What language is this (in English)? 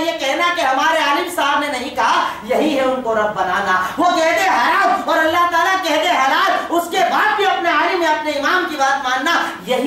Urdu